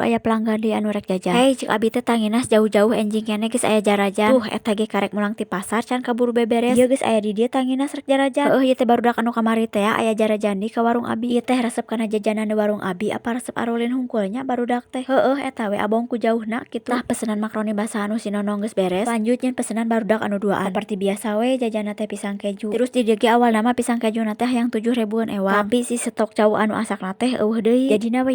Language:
Sundanese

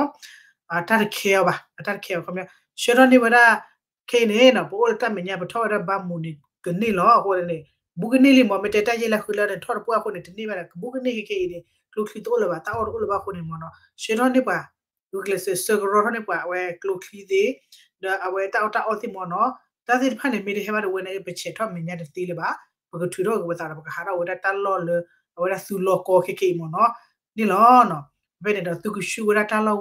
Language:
S'gaw Karen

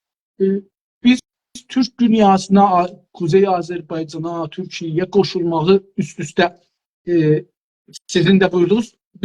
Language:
South Azerbaijani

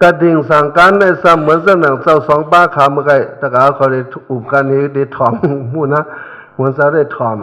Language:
Shan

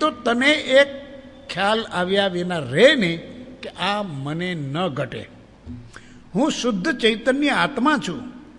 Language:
Gujarati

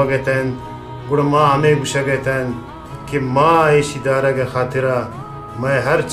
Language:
Baluchi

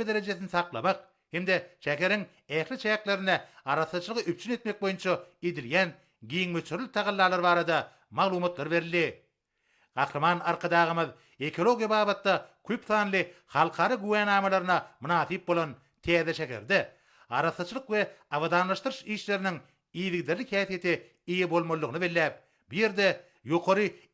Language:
Turkmen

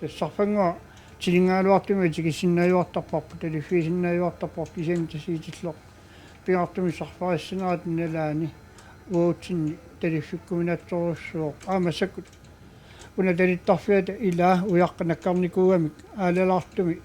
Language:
Kalaallisut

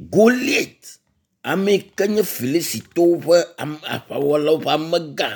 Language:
Ewe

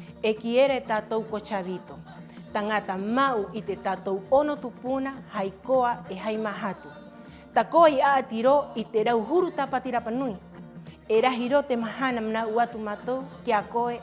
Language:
Rapanui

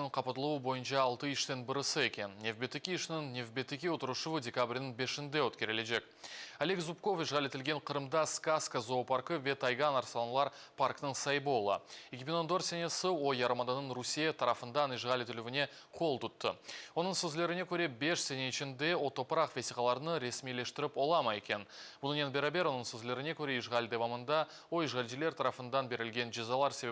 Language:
Crimean Tatar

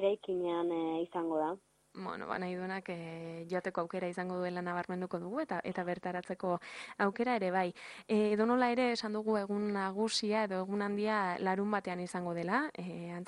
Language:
Basque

